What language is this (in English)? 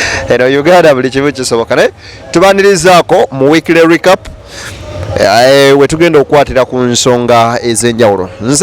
Ganda